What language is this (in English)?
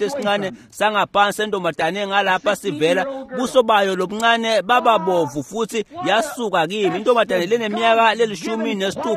Swati